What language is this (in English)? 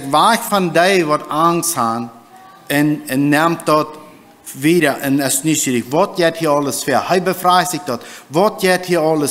Plautdietsch